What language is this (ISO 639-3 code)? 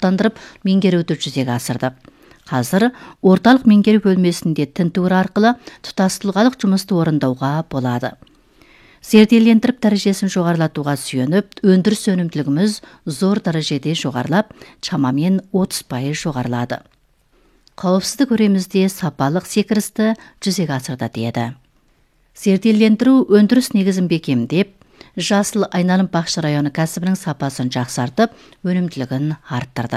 kaz